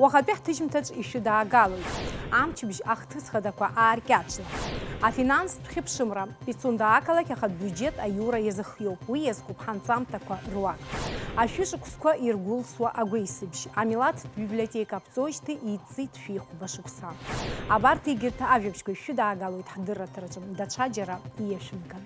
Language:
Abkhazian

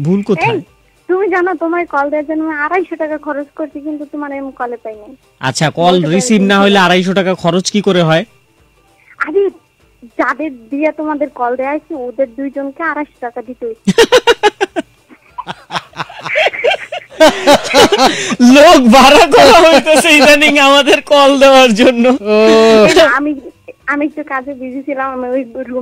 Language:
Bangla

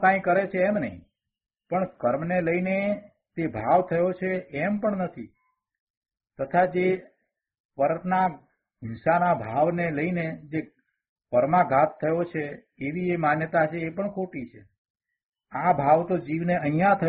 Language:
Gujarati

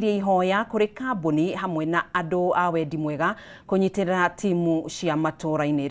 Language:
Kikuyu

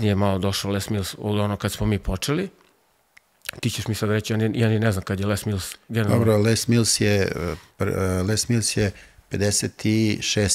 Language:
Serbian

